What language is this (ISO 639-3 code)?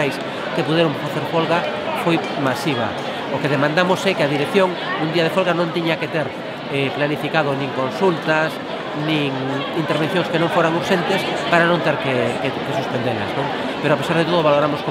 glg